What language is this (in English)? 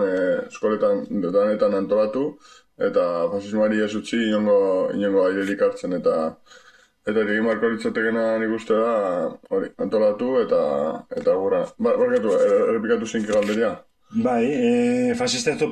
Basque